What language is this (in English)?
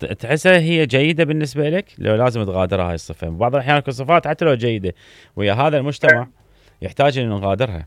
Mesopotamian Arabic